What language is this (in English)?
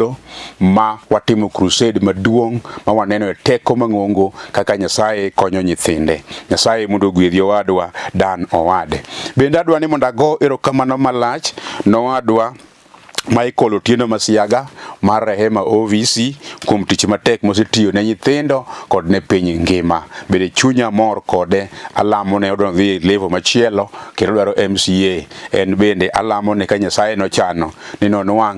Luo (Kenya and Tanzania)